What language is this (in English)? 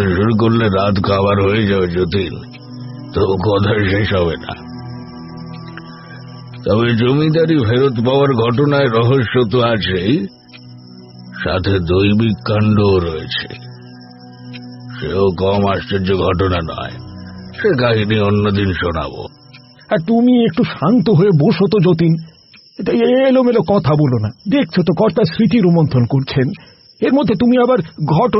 Bangla